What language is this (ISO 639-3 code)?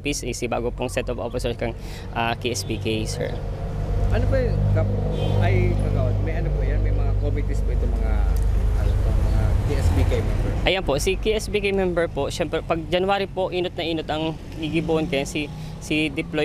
bik